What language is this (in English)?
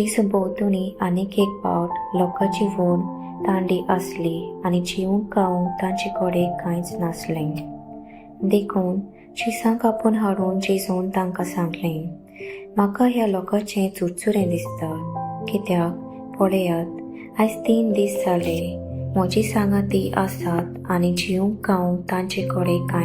Konkani